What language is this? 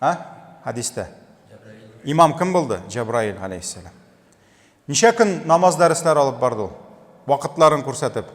Tatar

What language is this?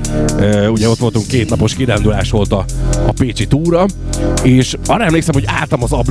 Hungarian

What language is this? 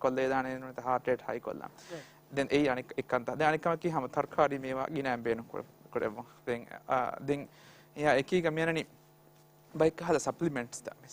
Divehi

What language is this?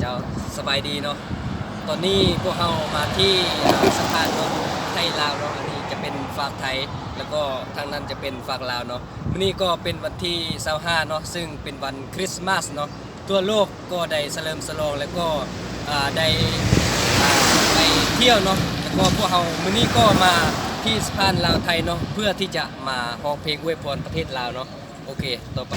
Lao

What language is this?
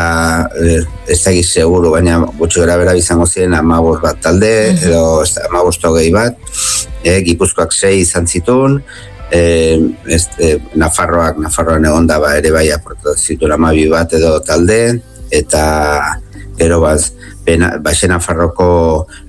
Basque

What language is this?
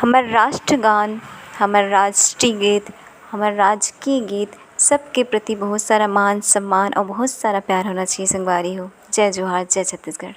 Chhattisgarhi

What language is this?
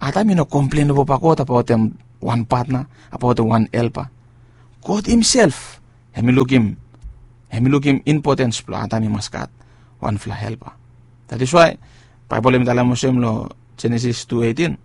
Bislama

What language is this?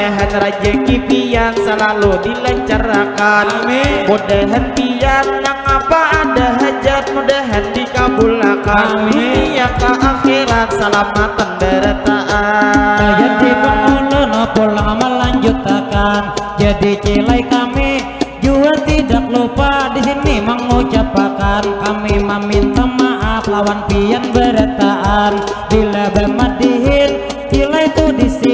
Banjar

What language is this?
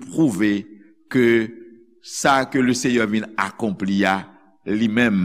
Haitian Creole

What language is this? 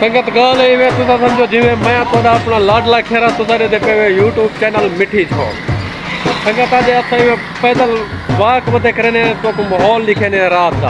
Saraiki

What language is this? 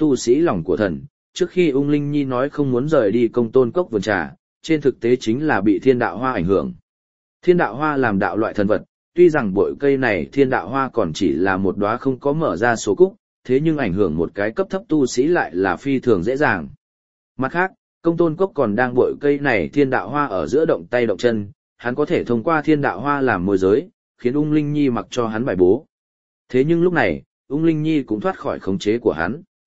Vietnamese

